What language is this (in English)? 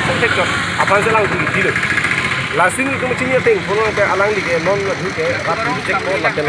Karbi